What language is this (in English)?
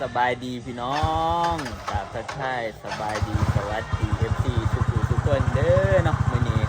Northeastern Thai